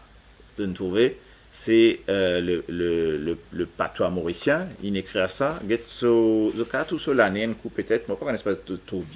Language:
Morisyen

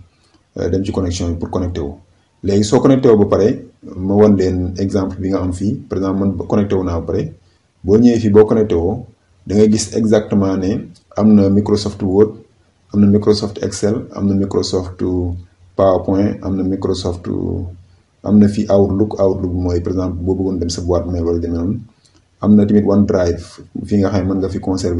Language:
Wolof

